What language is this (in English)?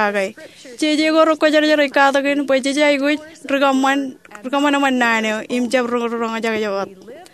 Marshallese